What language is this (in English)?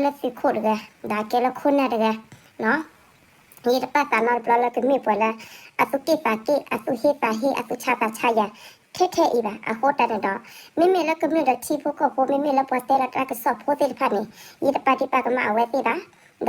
S'gaw Karen